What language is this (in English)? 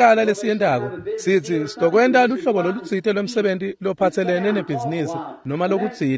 Swati